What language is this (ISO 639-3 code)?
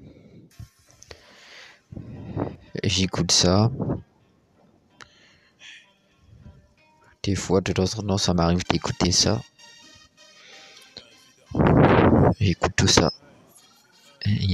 fra